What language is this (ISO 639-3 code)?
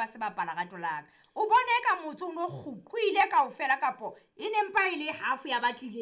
sot